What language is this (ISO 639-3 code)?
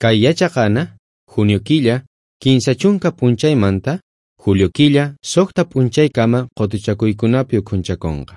quh